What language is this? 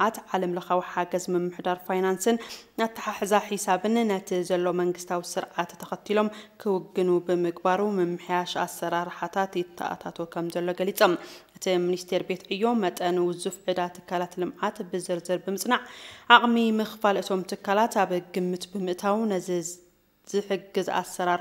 Tigrinya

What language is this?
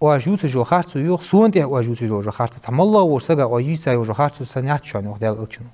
Ingush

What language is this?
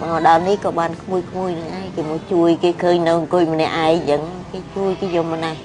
Khmer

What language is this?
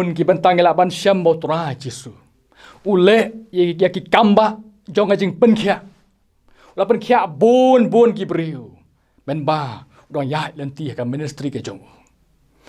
Khasi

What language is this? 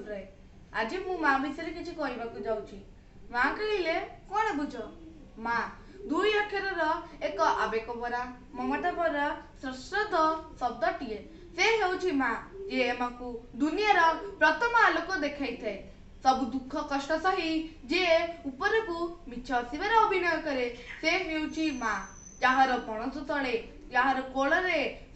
Odia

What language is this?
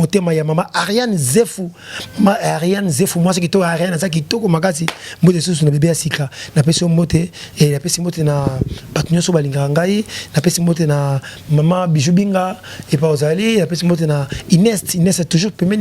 Lingala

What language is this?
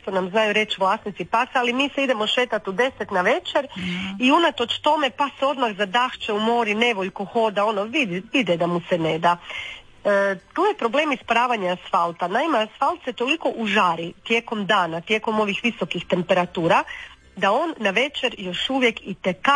Croatian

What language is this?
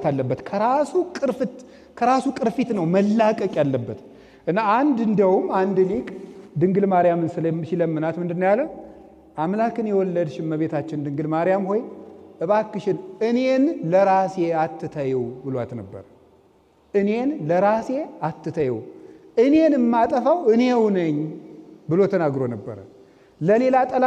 Amharic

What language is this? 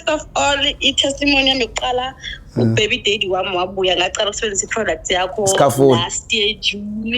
Zulu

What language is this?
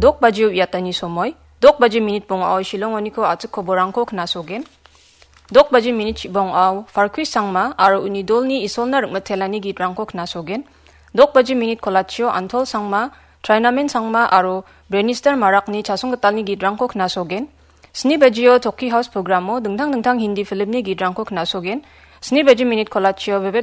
Garo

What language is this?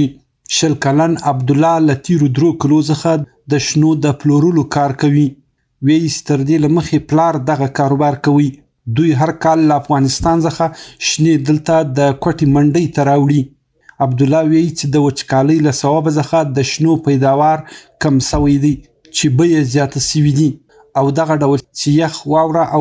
Pashto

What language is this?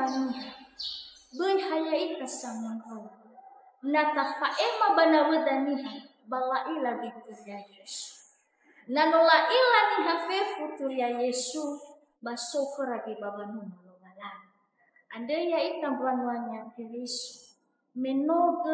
Nias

